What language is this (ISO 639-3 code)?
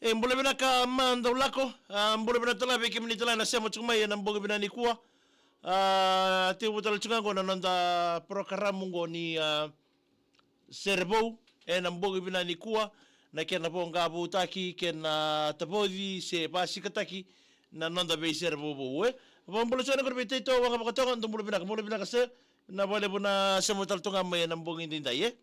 fij